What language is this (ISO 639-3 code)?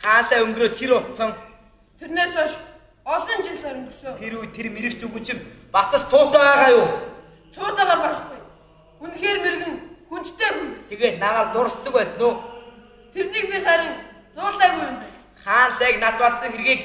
mon